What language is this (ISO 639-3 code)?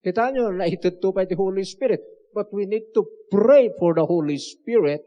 ilo